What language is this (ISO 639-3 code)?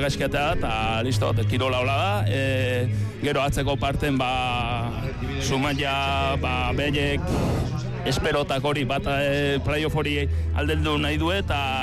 eus